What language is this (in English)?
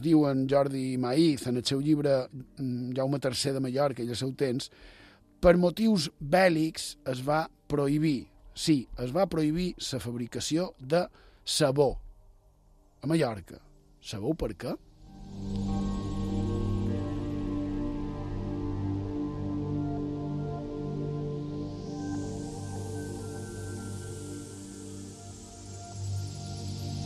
Catalan